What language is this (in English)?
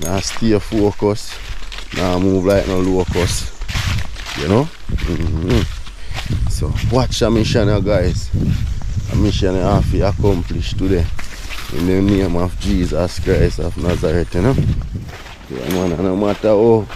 Jamaican Creole English